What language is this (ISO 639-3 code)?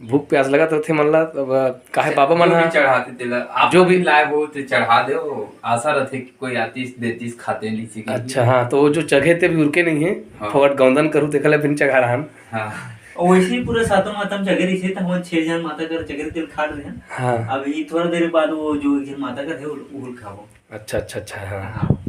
hne